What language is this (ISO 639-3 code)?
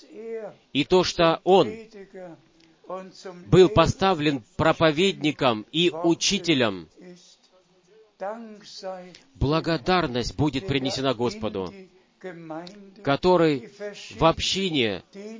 rus